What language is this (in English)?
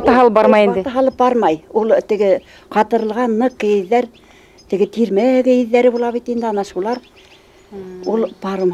Bashkir